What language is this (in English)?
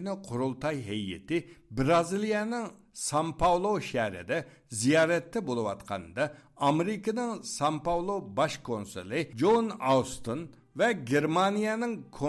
Uyghur